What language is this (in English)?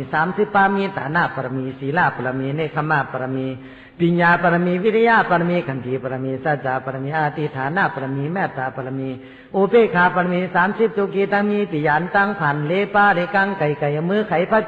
Shan